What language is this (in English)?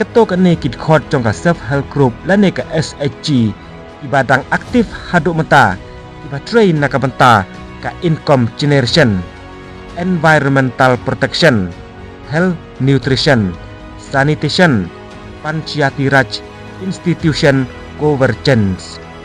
Khasi